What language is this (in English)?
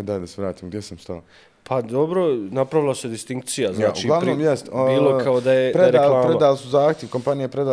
Bosnian